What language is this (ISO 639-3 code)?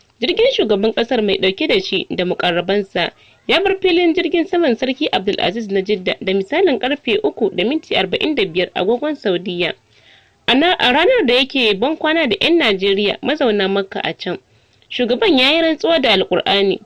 hau